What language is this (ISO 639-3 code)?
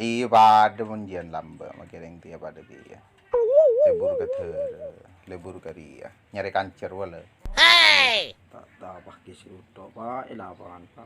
mad